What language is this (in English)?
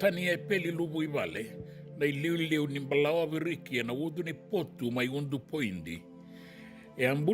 Fijian